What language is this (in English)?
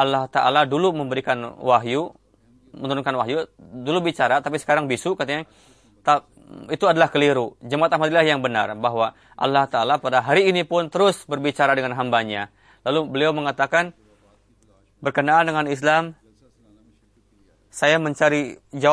Indonesian